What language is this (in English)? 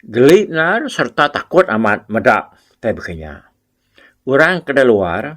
Iban